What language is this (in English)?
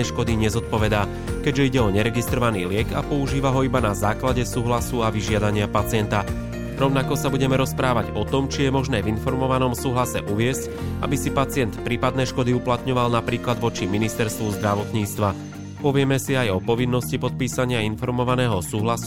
Slovak